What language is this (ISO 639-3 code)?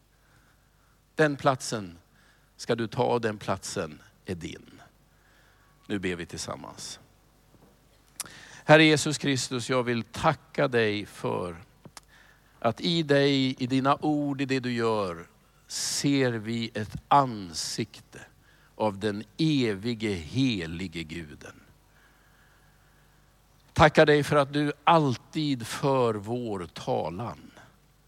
swe